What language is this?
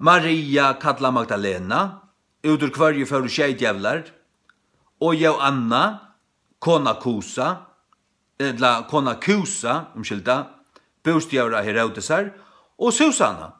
Faroese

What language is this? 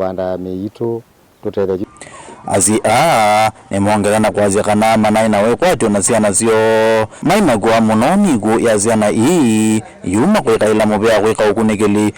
Kamba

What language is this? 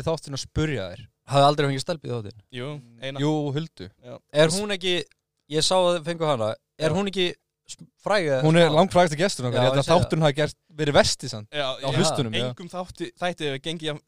Icelandic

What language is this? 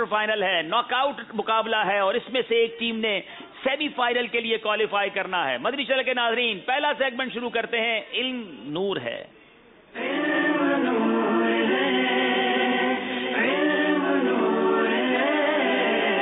Urdu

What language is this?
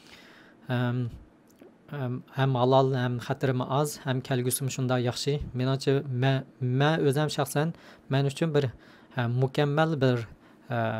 Uyghur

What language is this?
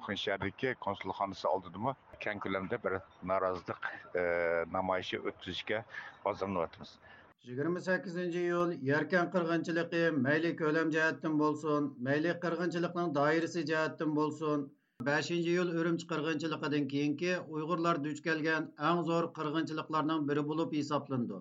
Uyghur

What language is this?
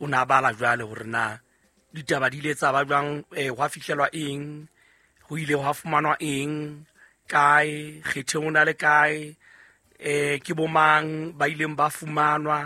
Southern Sotho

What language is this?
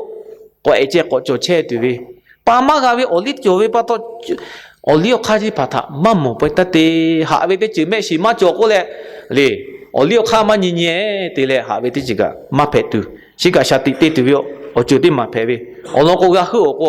Lahu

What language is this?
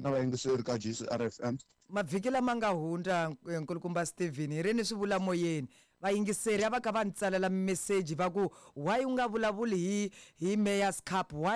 Tsonga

